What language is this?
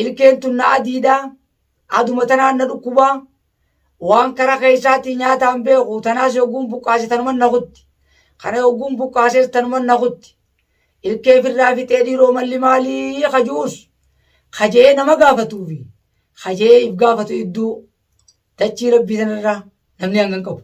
Oromo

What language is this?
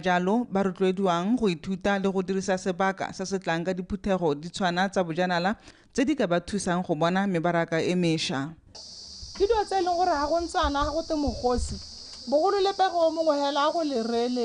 Tswana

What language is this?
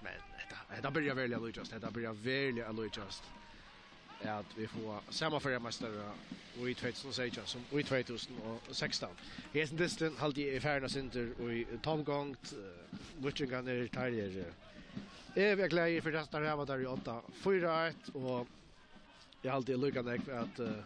Faroese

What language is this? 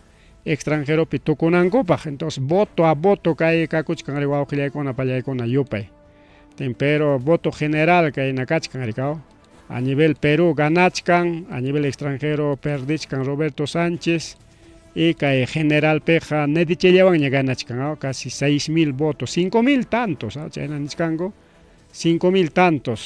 Ayacucho Quechua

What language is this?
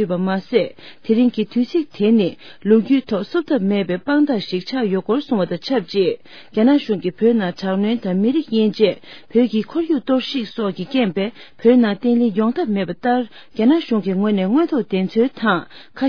Tibetan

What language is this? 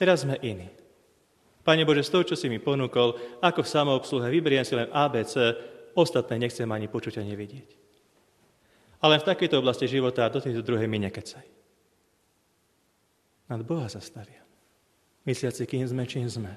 Slovak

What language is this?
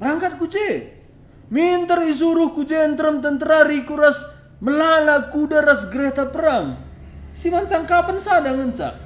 Batak Karo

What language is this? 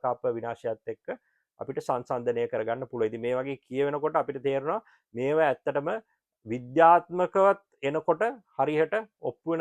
Sinhala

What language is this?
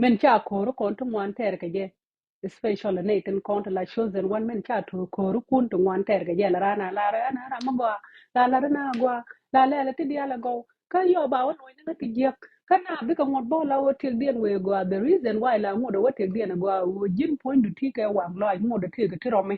Nuer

